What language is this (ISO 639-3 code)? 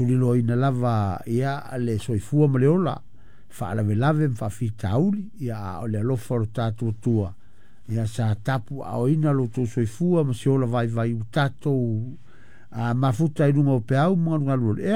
smo